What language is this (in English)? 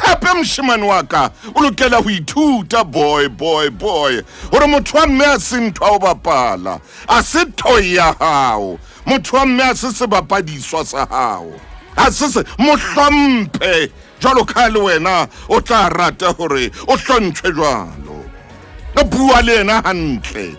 Southern Sotho